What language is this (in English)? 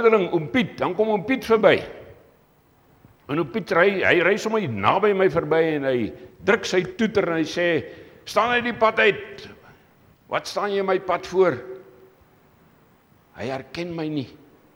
Afrikaans